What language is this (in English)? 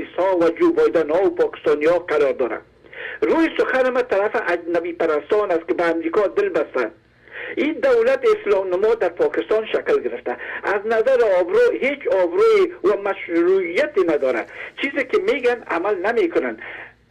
Kurdish